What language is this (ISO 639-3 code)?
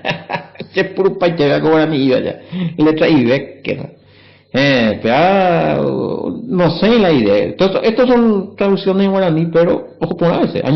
grn